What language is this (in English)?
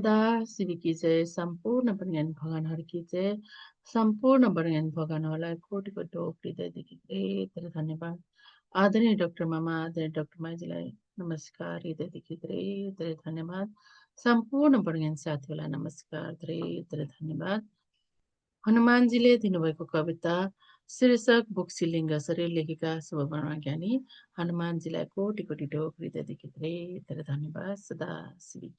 Nepali